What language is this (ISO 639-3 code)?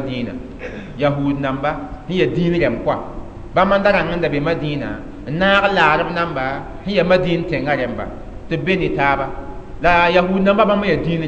mos